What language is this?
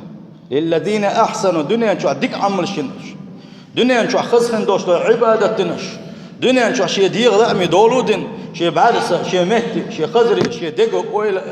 Chechen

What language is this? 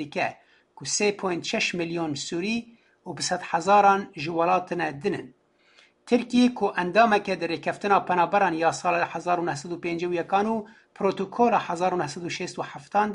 Kurdish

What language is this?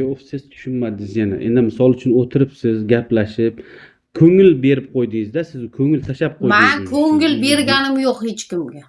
Uzbek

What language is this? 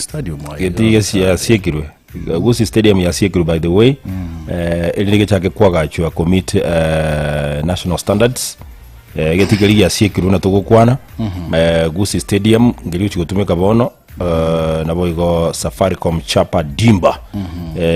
Gusii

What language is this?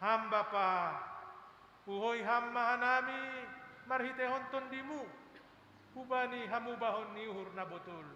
Batak Simalungun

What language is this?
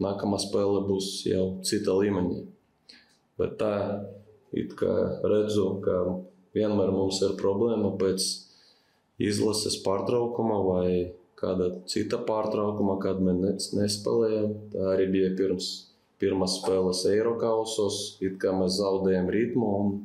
Latvian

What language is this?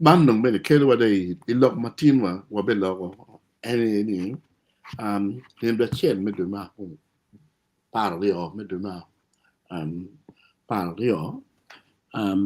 Acoli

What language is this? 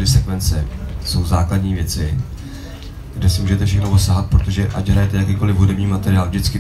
Czech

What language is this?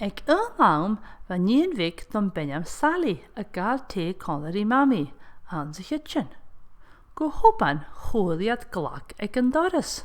Scottish Gaelic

